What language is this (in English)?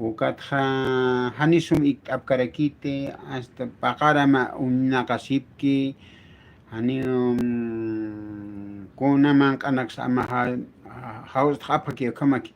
Aymara